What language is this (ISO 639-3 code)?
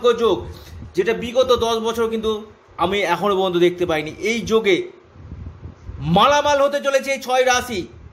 ben